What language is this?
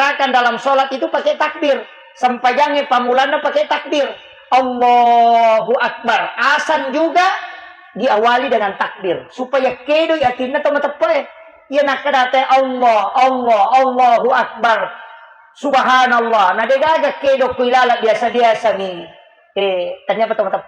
Buginese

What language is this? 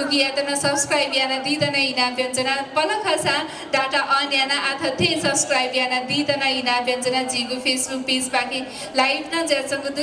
Newari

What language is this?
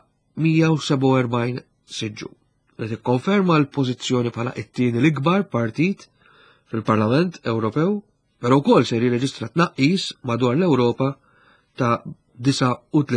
Maltese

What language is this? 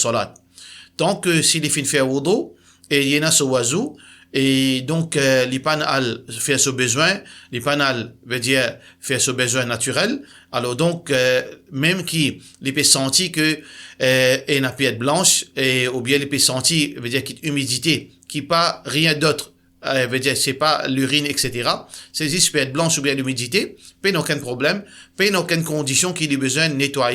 Morisyen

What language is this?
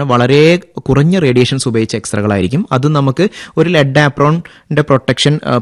Malayalam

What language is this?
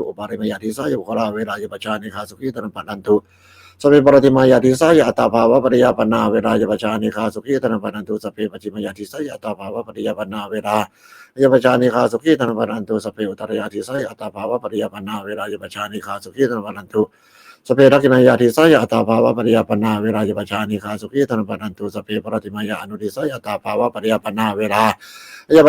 Pali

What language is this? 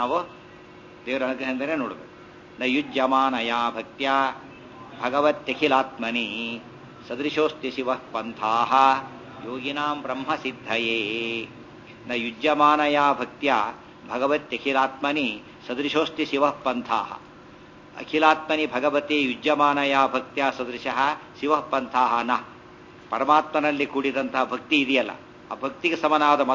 Kannada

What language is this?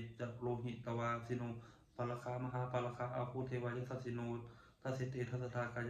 Pali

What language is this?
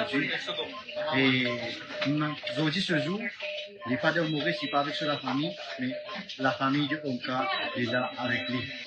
Morisyen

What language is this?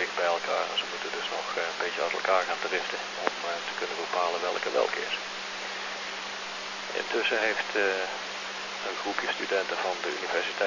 Dutch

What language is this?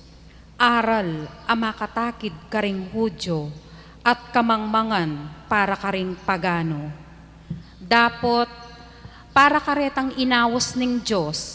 Pampanga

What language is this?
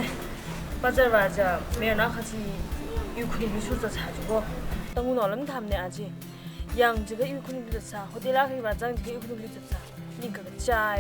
Tangkhul Naga (India)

